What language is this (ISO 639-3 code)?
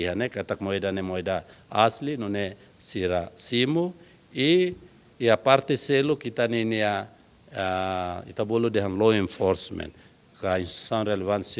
tet